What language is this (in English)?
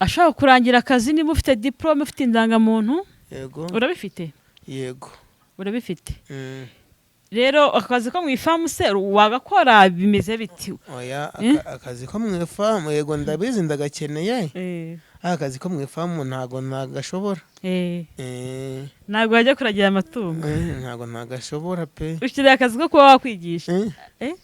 Kinyarwanda